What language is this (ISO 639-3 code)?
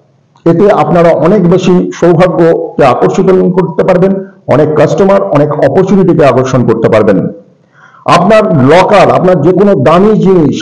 ben